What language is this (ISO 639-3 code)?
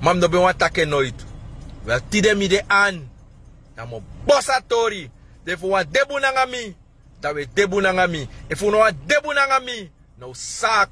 srn